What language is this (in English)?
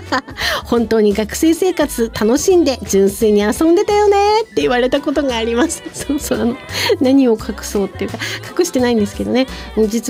Japanese